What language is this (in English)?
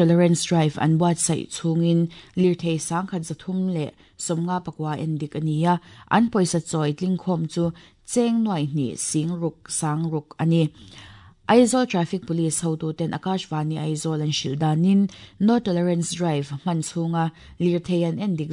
Mizo